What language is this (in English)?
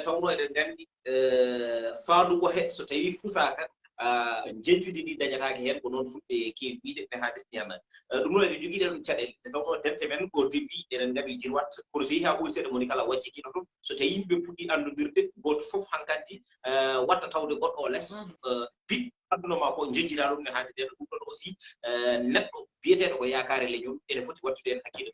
Fula